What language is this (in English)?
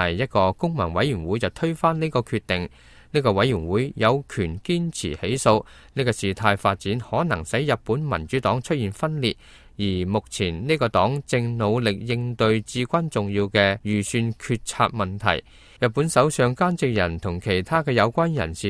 Cantonese